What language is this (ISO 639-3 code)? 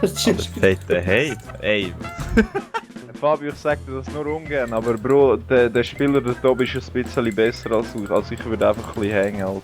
gsw